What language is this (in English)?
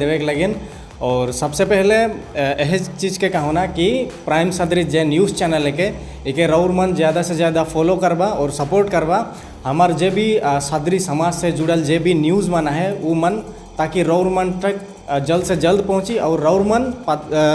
Sadri